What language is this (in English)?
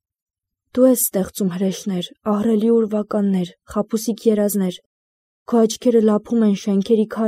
Armenian